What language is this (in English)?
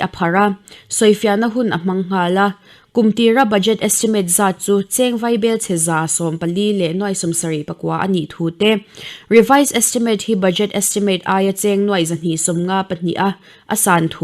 Mizo